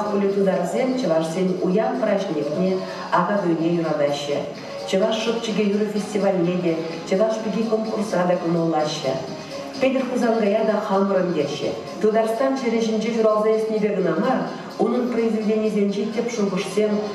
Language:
Chuvash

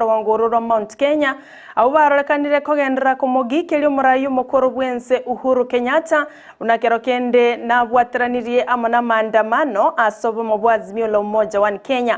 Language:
Gusii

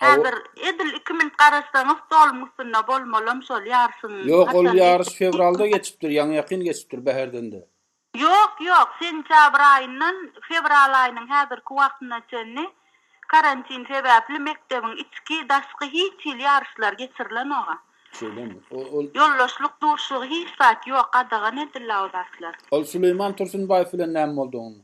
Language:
Turkmen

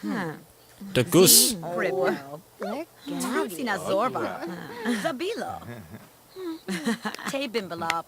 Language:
Bavarian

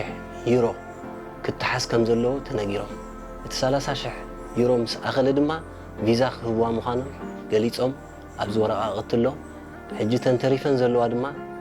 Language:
Tigrinya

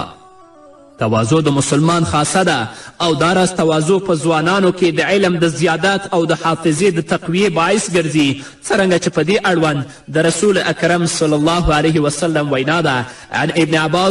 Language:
Pashto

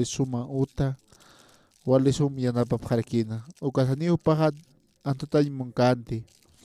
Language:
Aymara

